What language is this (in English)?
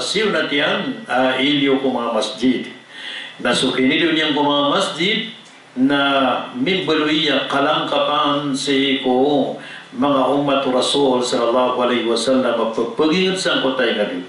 Maranao